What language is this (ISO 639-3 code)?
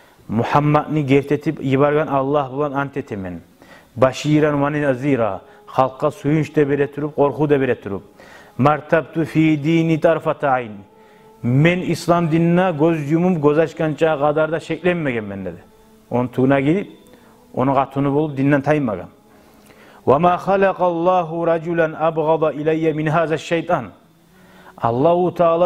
kum